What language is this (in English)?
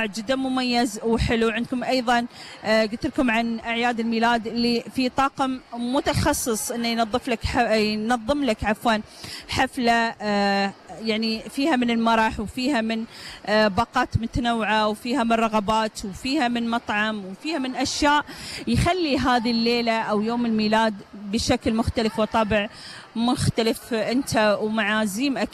Gulf Arabic